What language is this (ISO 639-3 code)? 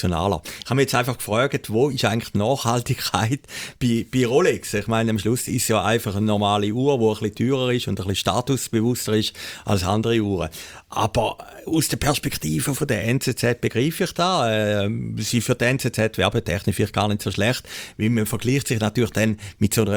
deu